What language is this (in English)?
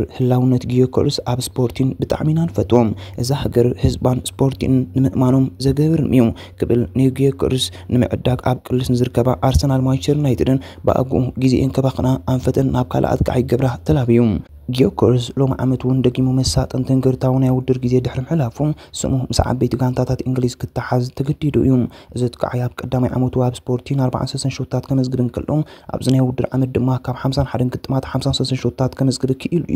Tigrinya